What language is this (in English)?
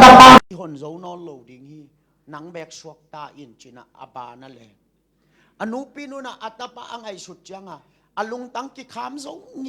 Tedim Chin